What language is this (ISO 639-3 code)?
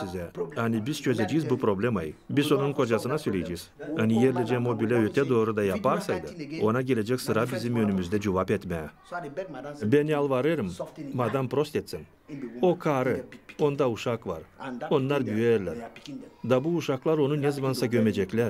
gag